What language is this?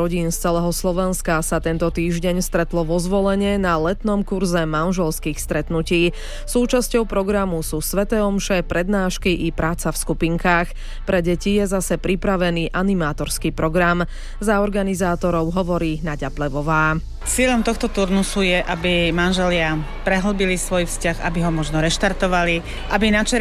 Slovak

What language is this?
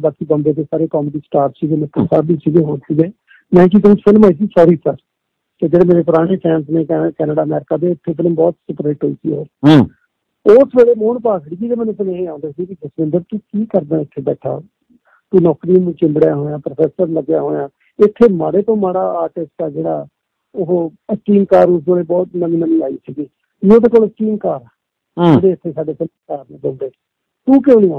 Punjabi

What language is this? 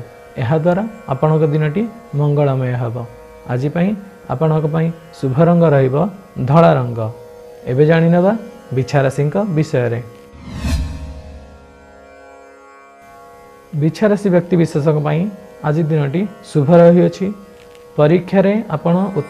Odia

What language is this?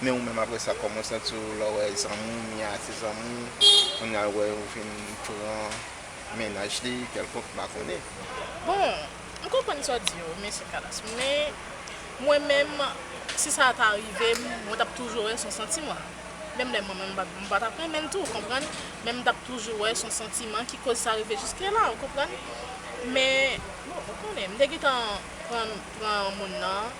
Haitian Creole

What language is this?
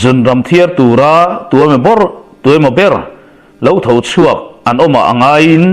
Mizo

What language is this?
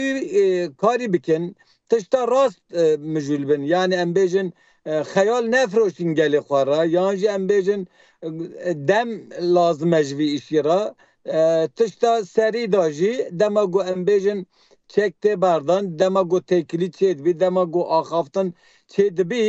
Kurdish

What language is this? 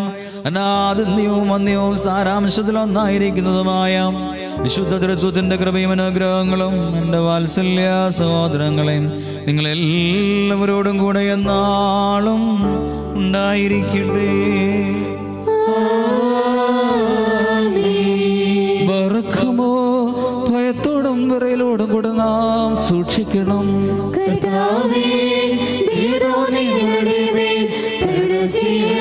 Malayalam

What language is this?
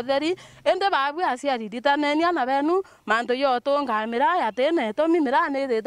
Meru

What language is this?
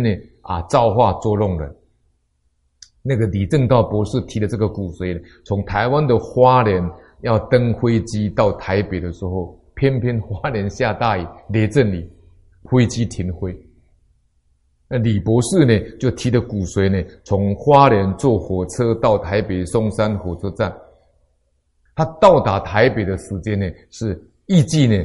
Chinese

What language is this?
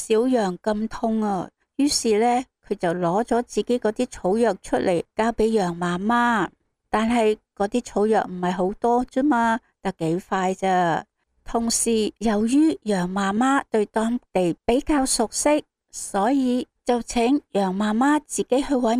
Cantonese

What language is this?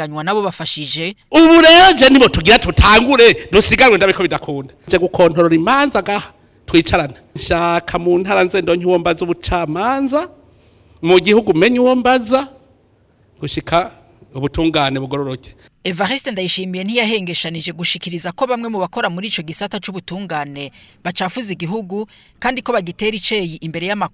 Rundi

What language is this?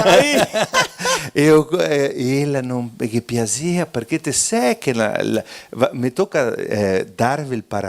Venetian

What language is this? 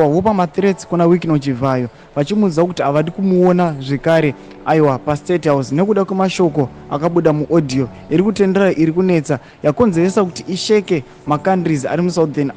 Shona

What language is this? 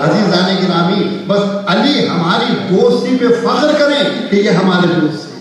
Urdu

